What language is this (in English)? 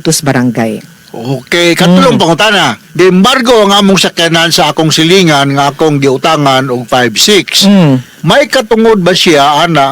Cebuano